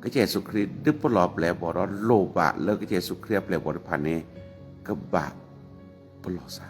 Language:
S'gaw Karen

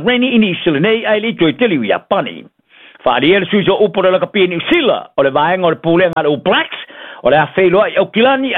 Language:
Samoan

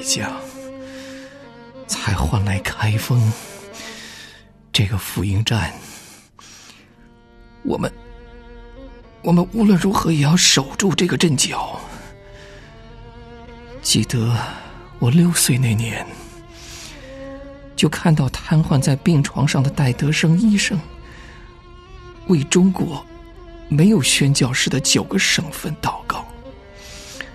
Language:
Chinese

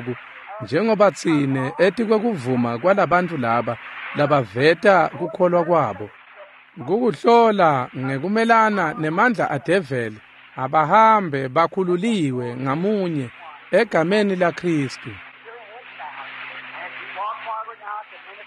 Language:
Swati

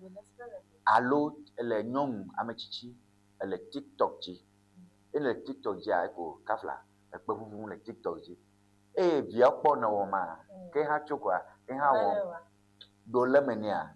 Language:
Ewe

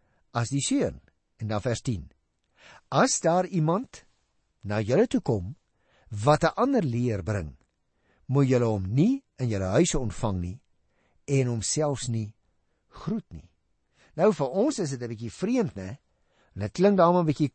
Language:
Afrikaans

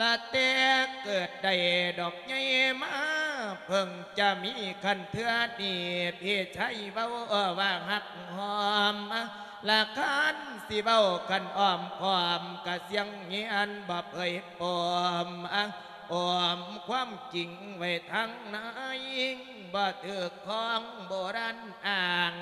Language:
Lao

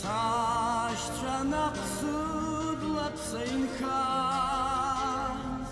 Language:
Abkhazian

